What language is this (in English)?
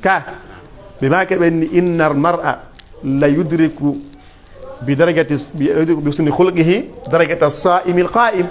Pular